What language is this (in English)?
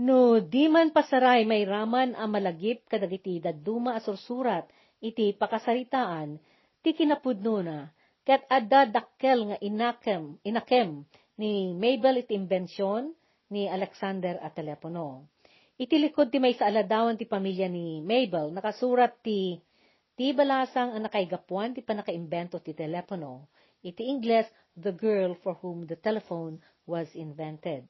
Iloko